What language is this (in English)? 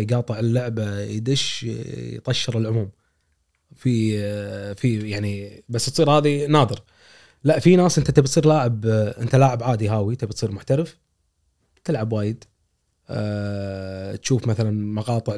Gulf Arabic